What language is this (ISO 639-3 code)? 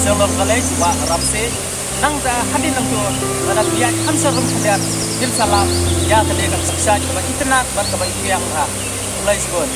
kha